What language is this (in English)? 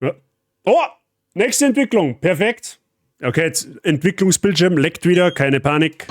Bavarian